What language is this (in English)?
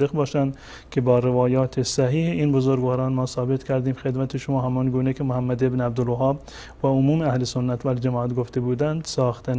Persian